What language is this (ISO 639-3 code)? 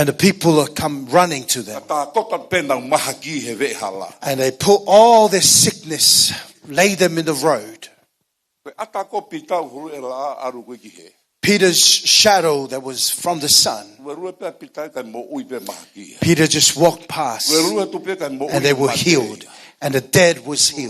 ton